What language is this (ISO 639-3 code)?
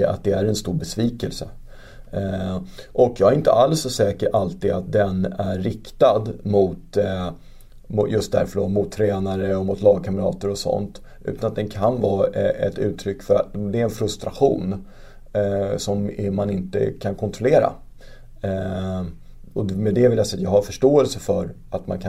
swe